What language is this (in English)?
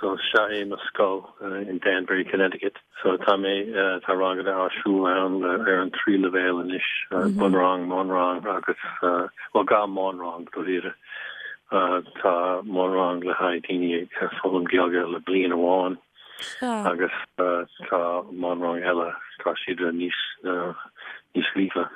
Irish